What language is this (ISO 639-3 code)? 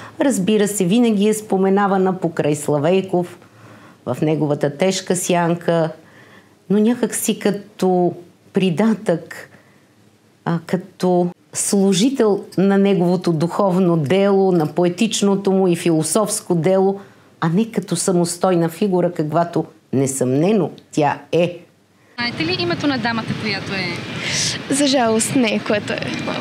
bul